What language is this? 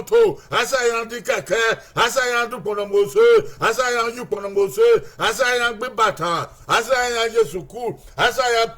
Bini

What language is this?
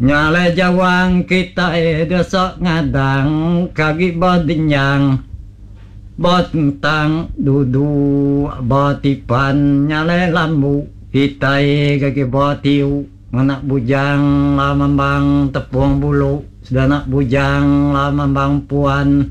Iban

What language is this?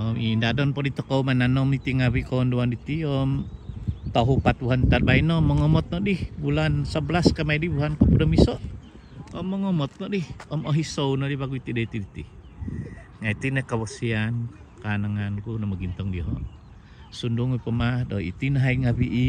Central Dusun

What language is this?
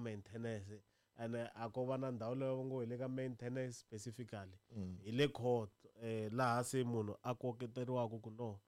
Tsonga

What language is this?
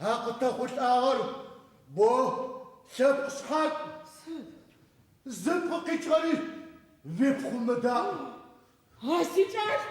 Adyghe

